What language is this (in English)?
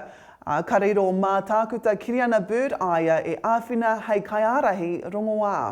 Māori